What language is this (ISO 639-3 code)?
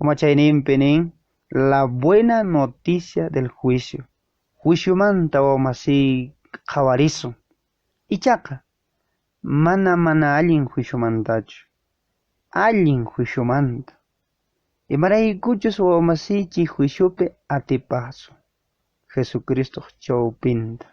que